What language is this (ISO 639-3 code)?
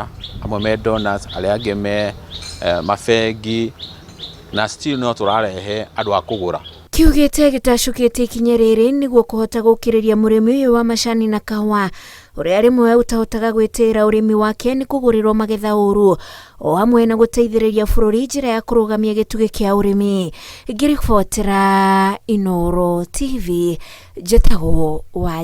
kik